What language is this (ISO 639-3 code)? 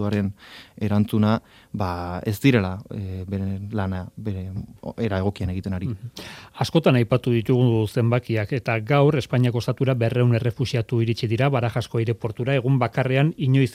eus